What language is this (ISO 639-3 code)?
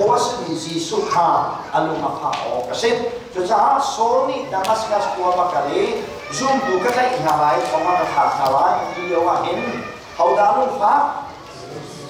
cnh